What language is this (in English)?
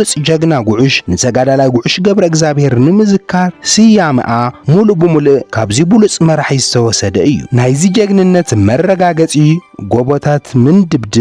Tigrinya